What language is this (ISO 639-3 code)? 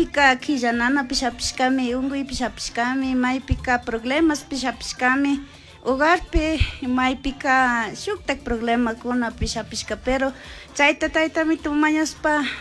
qug